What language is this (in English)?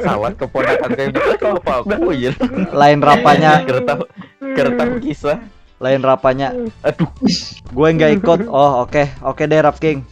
Banjar